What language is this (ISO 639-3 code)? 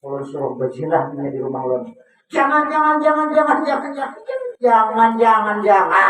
bjn